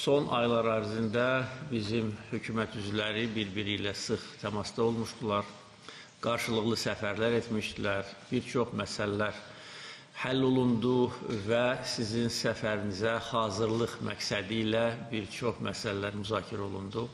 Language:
Azerbaijani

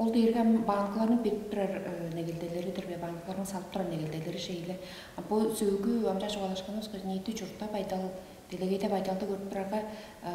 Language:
Tuvinian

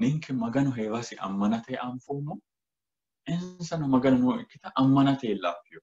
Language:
Sidamo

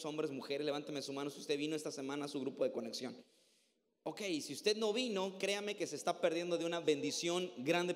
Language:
Spanish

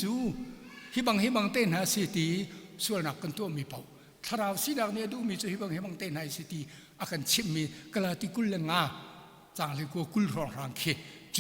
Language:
Hakha Chin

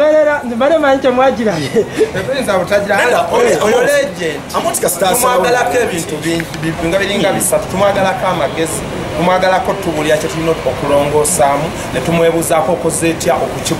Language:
Ganda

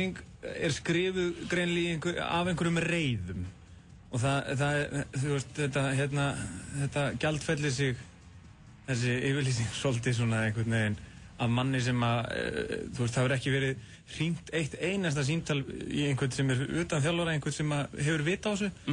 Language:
Icelandic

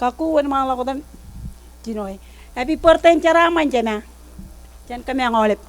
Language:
Marshallese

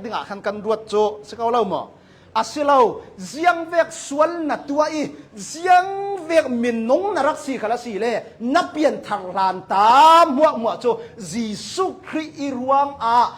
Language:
Hakha Chin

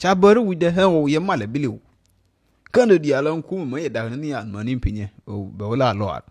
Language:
Nuer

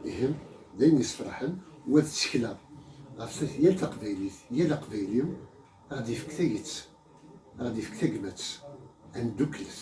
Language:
Kabyle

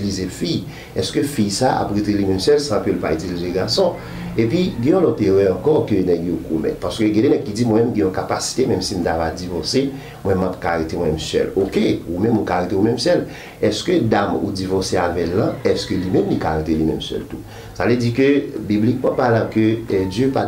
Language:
Haitian Creole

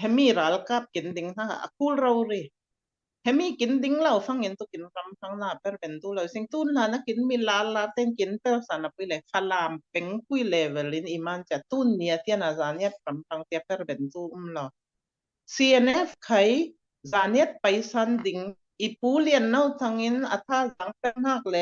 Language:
Falam Chin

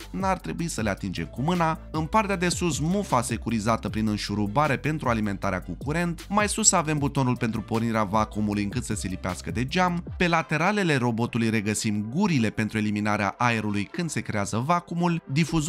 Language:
Romanian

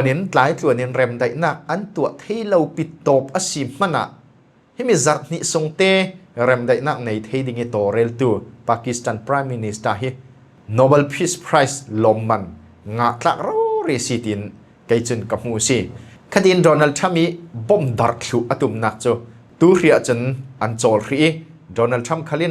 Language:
Falam Chin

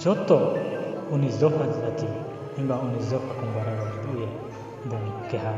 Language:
Riang (India)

